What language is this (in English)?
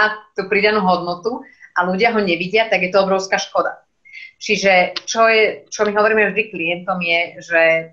Slovak